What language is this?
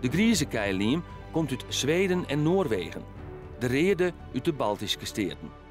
Western Frisian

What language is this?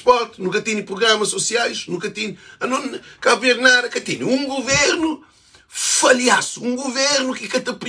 Kabuverdianu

